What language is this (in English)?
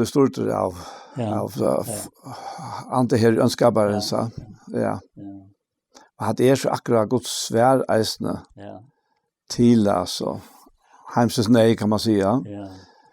Faroese